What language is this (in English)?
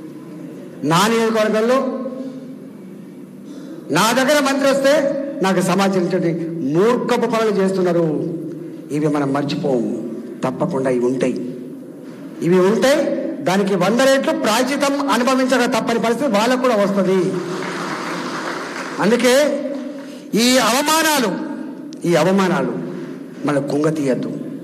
Telugu